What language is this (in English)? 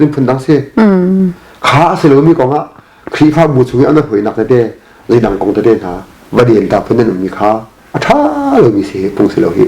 Hakha Chin